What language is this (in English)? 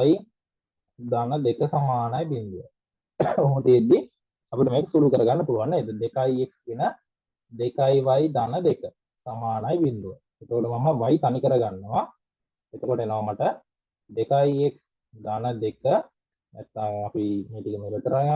Sinhala